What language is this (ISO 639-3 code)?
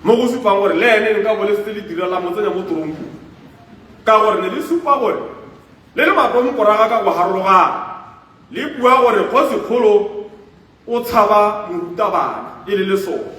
tsn